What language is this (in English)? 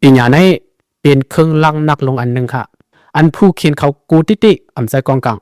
Shan